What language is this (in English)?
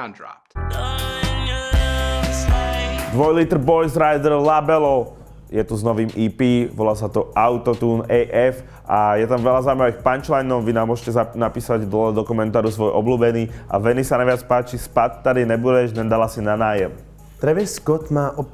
Czech